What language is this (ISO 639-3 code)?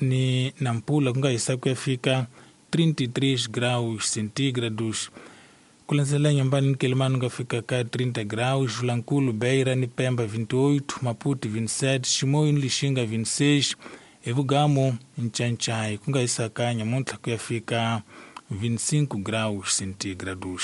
tso